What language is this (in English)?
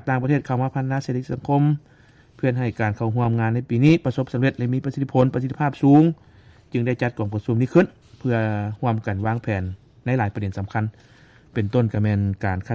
Lao